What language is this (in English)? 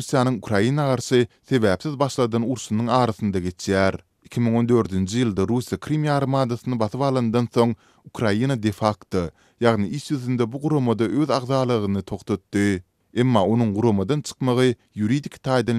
Turkmen